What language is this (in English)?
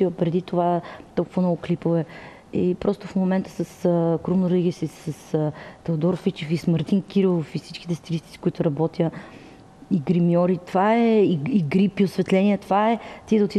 Bulgarian